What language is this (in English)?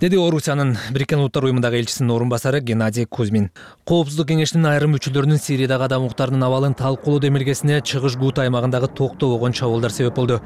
Kyrgyz